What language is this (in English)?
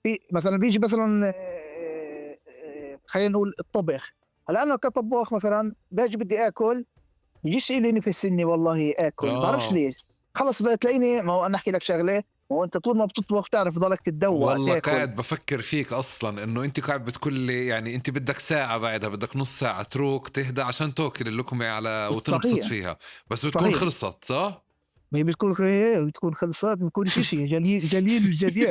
North Levantine Arabic